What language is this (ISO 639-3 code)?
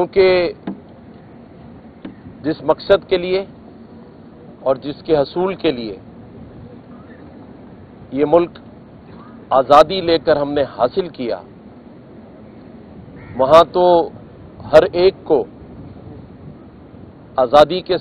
urd